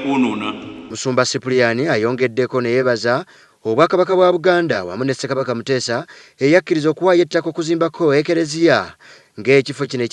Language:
Ganda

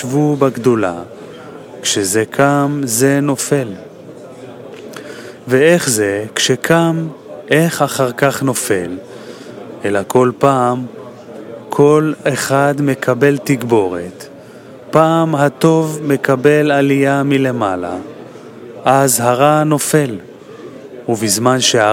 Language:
Hebrew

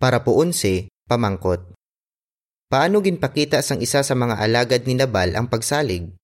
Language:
Hiligaynon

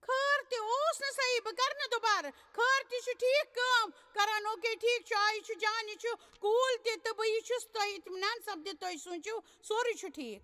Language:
Kashmiri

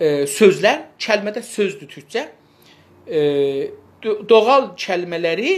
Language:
South Azerbaijani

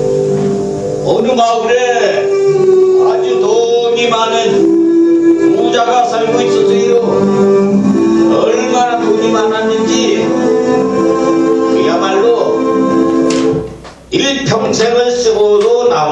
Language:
Korean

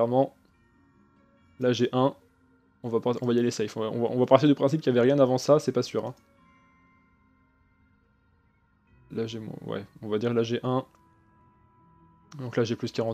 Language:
French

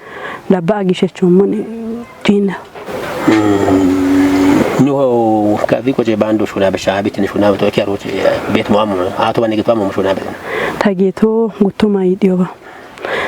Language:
Kafa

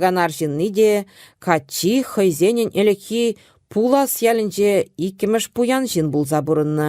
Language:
Chuvash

